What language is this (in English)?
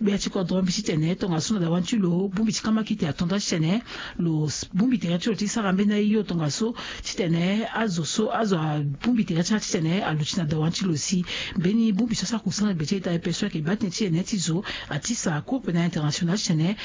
Sango